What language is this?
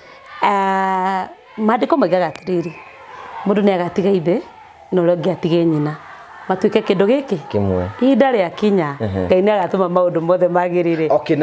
Kikuyu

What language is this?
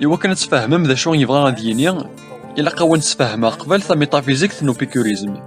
Kabyle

